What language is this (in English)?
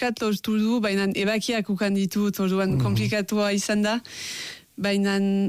Basque